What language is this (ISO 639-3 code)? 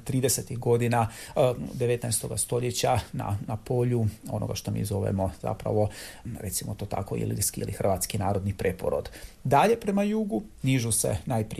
hrv